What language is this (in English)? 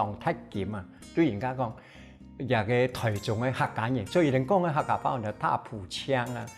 Hakka Chinese